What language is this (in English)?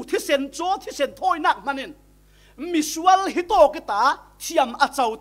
Falam Chin